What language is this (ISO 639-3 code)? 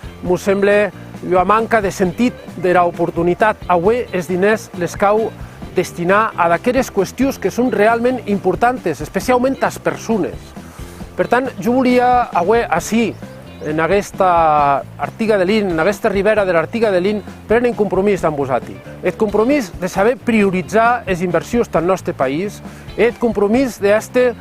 oci